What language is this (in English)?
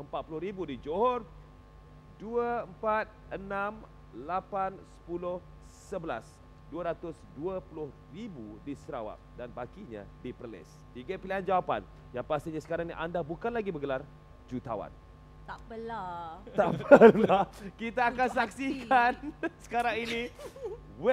Malay